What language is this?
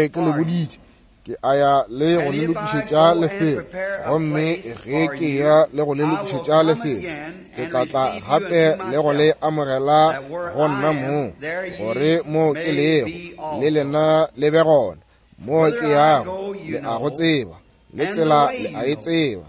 Northern Sotho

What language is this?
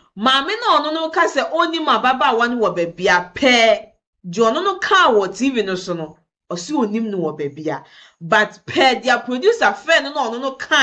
Akan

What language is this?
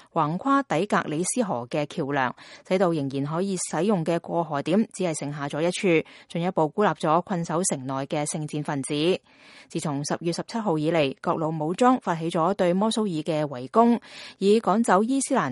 Cantonese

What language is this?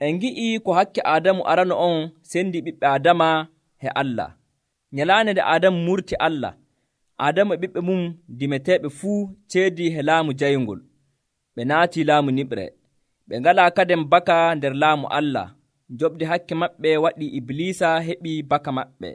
Nigerian Fulfulde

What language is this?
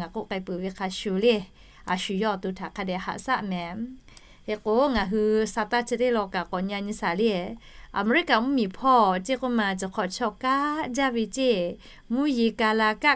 Lahu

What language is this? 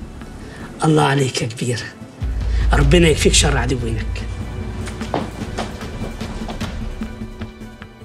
Egyptian Arabic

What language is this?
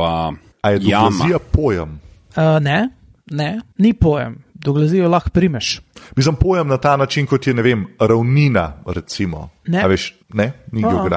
Slovenian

